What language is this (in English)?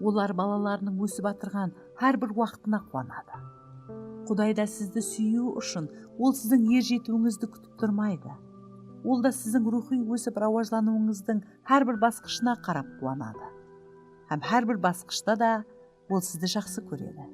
Kara-Kalpak